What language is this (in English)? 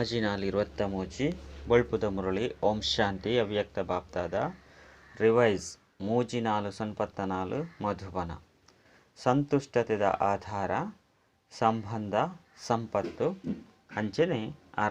Tulu